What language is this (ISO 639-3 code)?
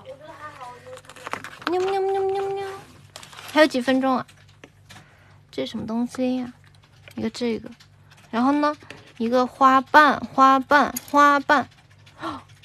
zho